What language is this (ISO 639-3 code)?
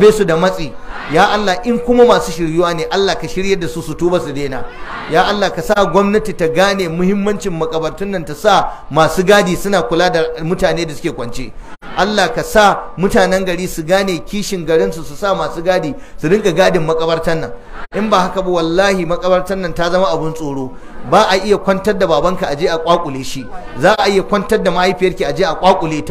hau